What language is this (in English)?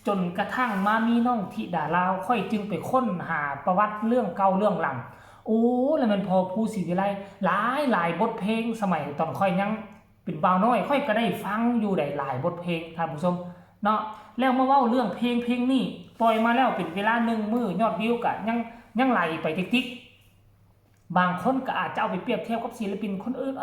Northeastern Thai